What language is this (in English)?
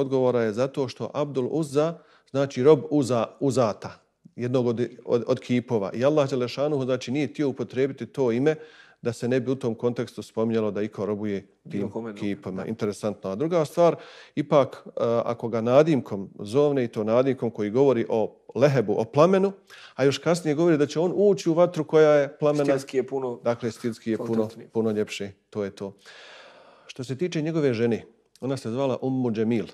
Bosnian